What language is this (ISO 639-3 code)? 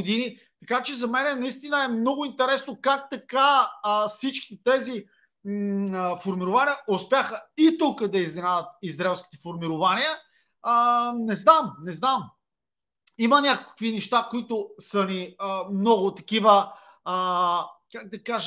bul